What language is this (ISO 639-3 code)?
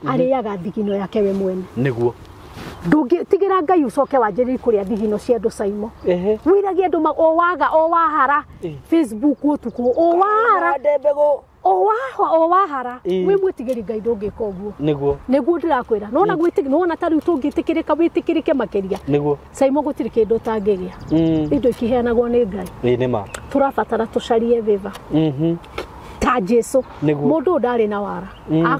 kik